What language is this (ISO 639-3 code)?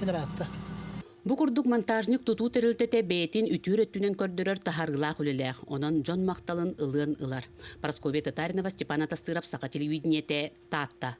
sah